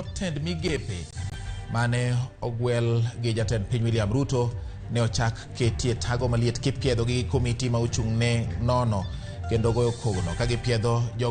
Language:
Luo (Kenya and Tanzania)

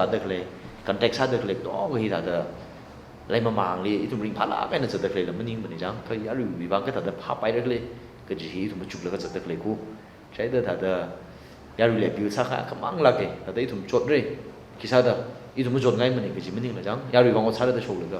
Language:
Tangkhul Naga (India)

